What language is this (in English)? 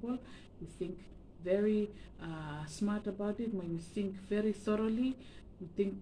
Bislama